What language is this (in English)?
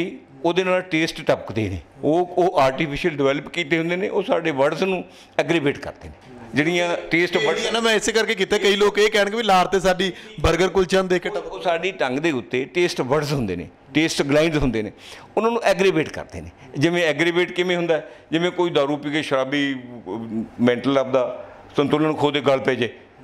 Punjabi